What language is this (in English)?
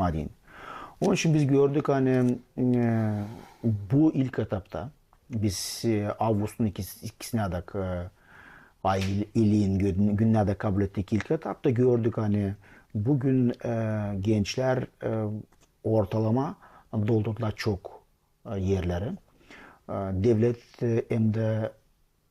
Gagauz